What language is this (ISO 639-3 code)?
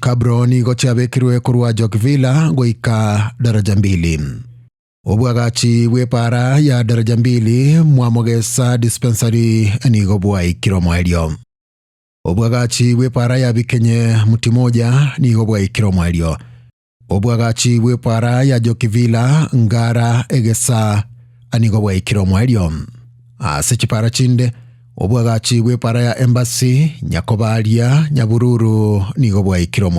guz